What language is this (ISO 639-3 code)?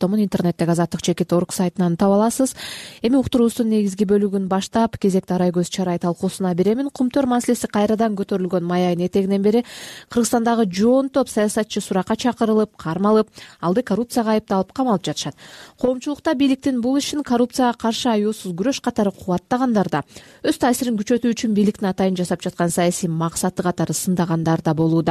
kir